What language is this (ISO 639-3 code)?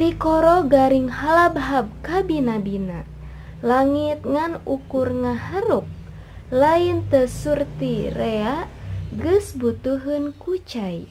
sun